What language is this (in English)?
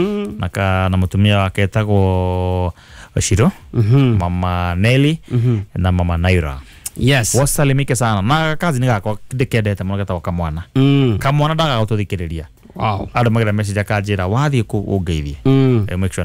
Kikuyu